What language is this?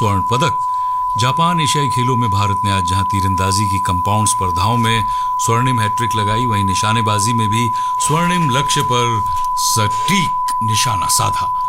Hindi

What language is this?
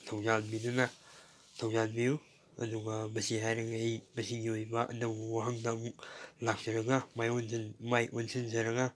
Manipuri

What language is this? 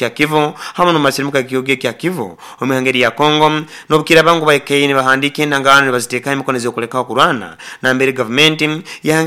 Nyoro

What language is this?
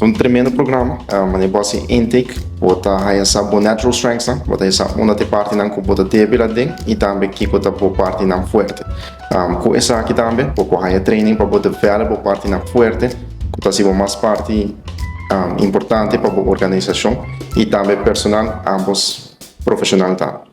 Papiamento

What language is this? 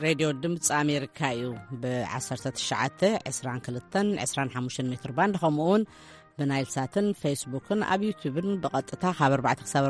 Tigrinya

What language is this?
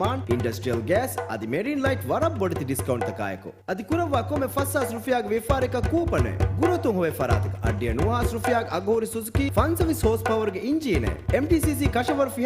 Divehi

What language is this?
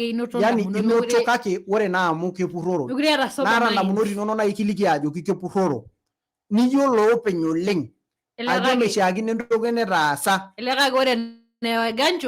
Masai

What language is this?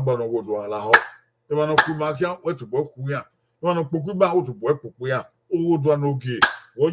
Bini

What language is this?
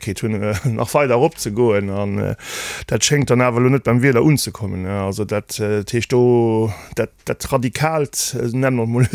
Luxembourgish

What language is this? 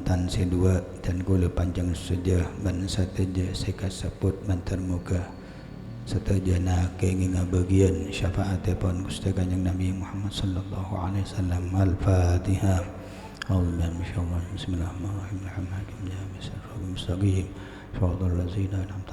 Madurese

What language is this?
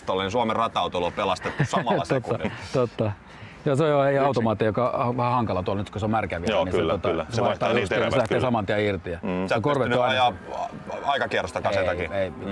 Finnish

